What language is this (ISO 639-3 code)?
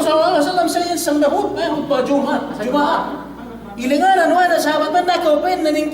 yka